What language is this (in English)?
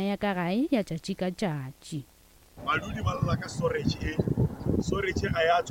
Northern Sotho